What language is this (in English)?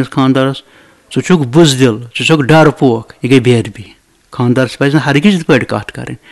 Kashmiri